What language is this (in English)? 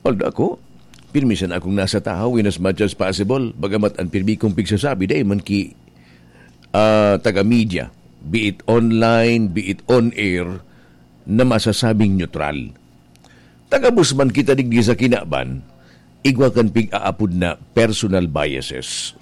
Bikol